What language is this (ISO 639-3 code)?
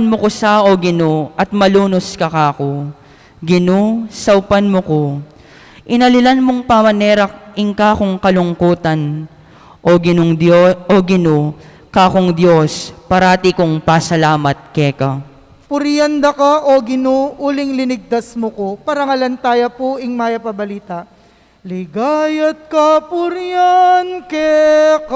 pam